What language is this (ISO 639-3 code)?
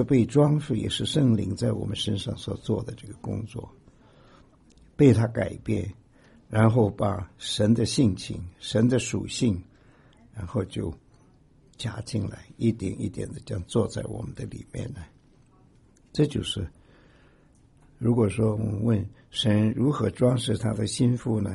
zho